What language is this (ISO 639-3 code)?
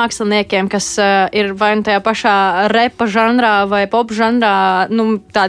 lav